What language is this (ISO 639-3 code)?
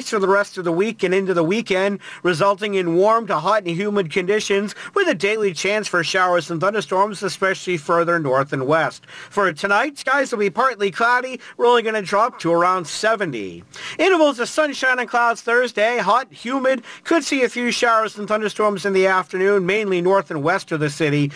eng